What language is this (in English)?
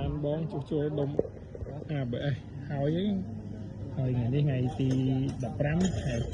Khmer